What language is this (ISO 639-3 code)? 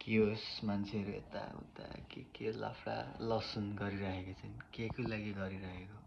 nep